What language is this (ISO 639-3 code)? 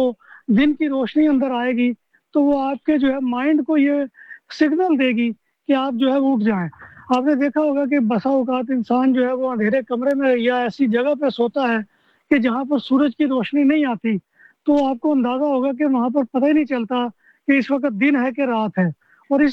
urd